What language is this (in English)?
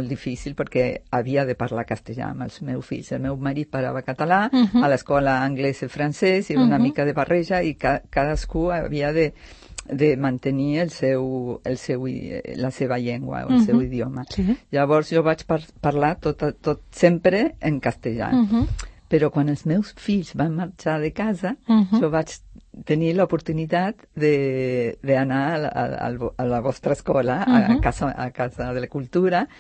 Catalan